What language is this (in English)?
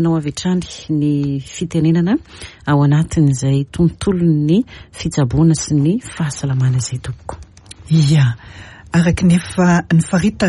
Malagasy